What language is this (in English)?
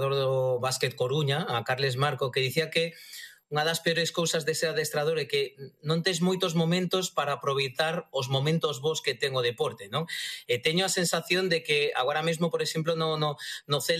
Galician